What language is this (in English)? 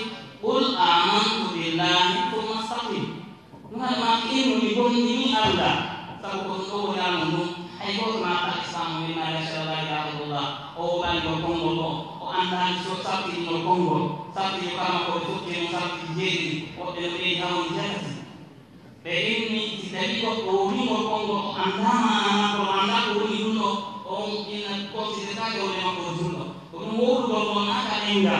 Fula